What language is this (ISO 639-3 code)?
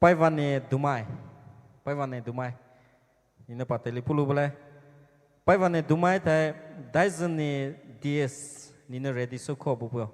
pmx